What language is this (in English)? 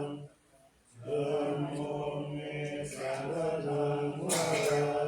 Pali